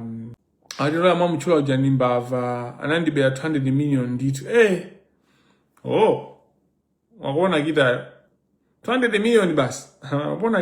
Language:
Nyanja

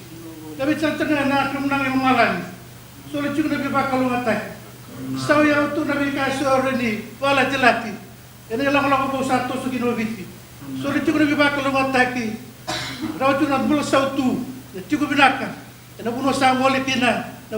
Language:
Fijian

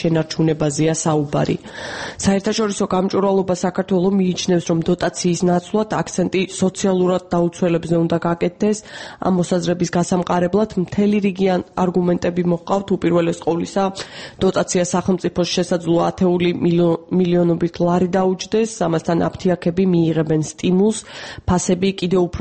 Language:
Georgian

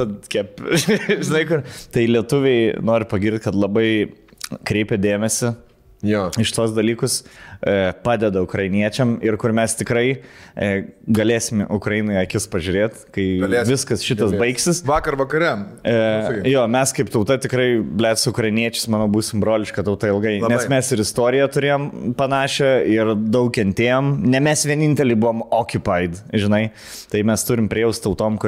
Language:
Lithuanian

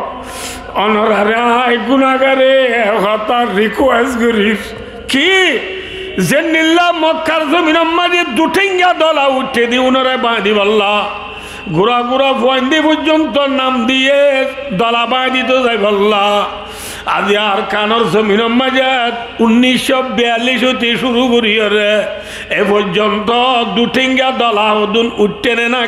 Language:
Rohingya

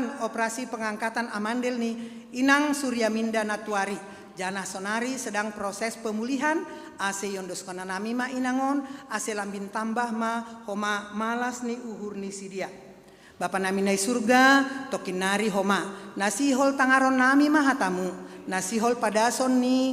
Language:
Batak Simalungun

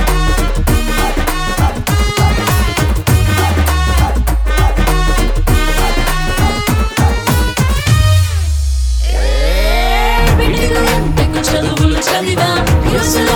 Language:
Telugu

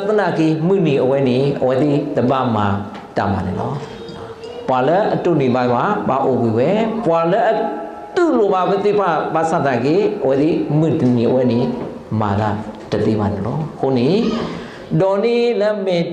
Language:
S'gaw Karen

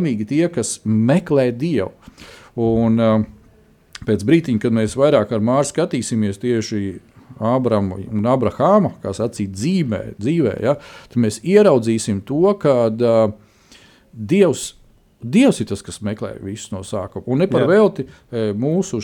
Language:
Latvian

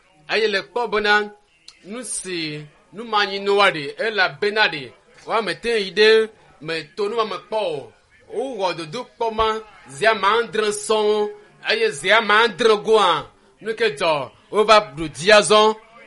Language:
Ewe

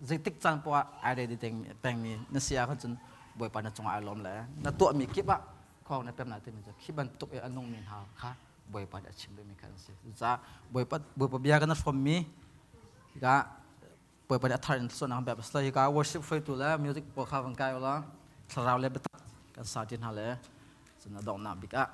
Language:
Hakha Chin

